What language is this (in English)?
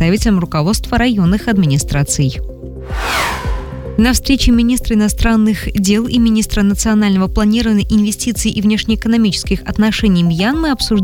Russian